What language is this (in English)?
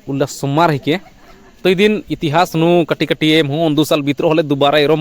Kurukh